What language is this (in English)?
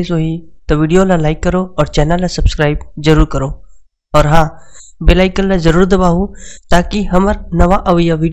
Chhattisgarhi